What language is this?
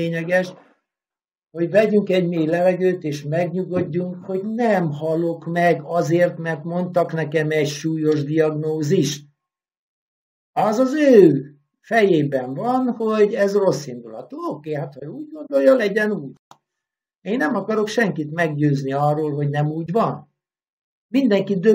Hungarian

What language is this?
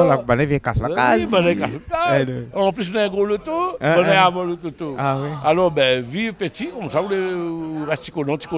Réunion Creole French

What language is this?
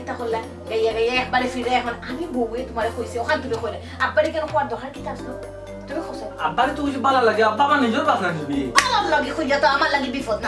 Sylheti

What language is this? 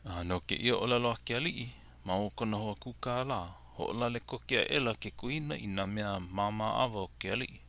Hawaiian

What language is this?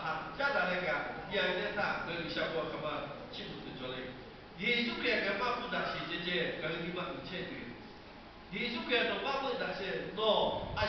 Lahu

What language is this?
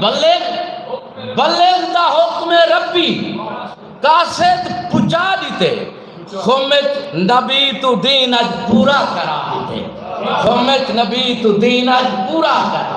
Saraiki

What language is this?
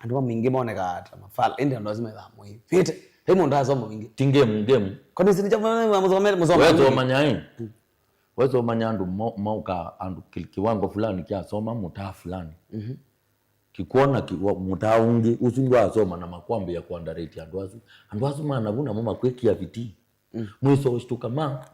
Kamba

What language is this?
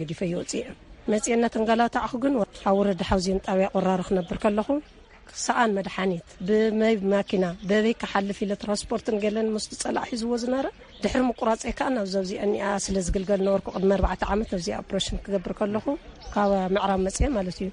Tigrinya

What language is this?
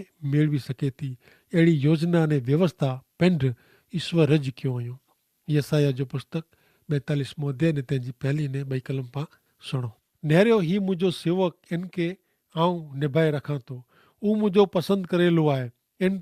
Kachhi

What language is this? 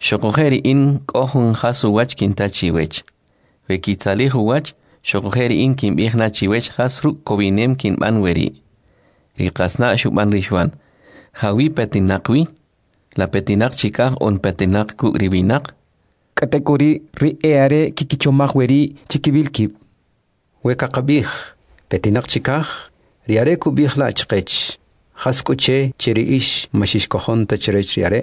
Kʼicheʼ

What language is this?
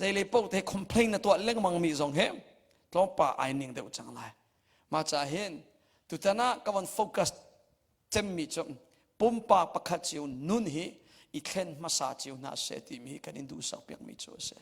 Hakha Chin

